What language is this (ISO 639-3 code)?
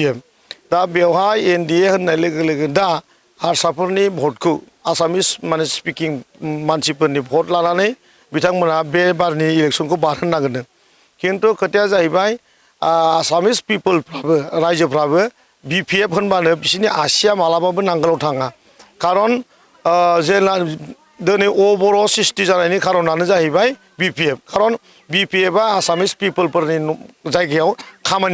brx